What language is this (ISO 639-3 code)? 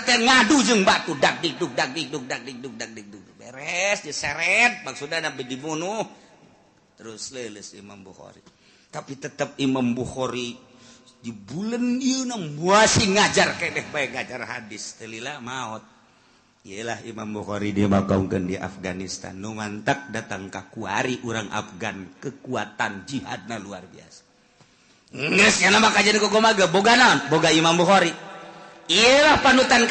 sun